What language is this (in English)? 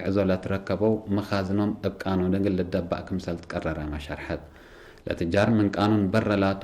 Tigre